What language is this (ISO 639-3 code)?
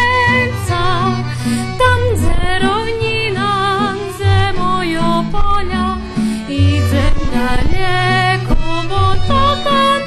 rue